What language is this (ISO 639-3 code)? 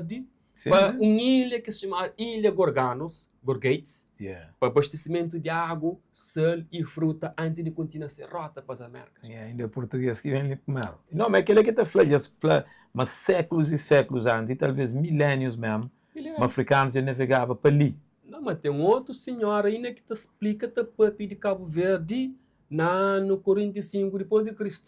kea